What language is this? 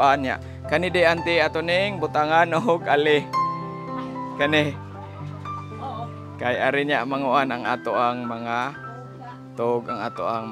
Cebuano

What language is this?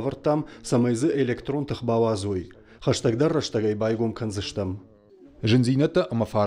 Ossetic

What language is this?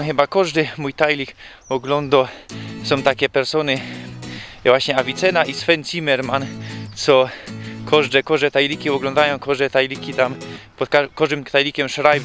Silesian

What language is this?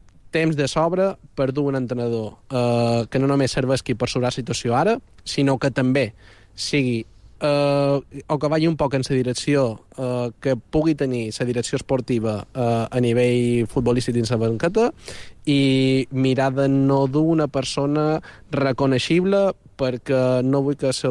Catalan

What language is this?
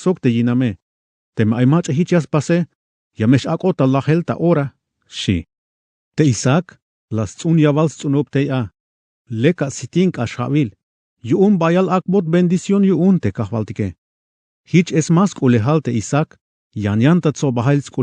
Tzeltal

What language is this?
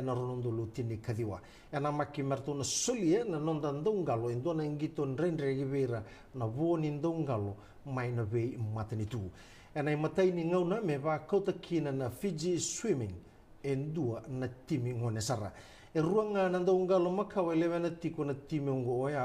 Fijian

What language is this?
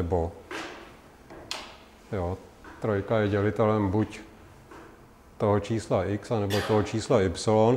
Czech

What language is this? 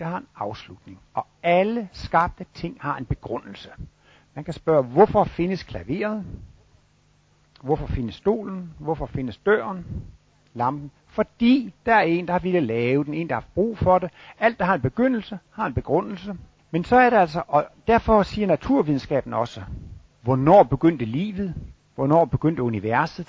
Danish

